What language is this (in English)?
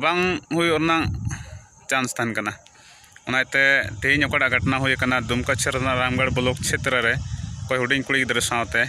Santali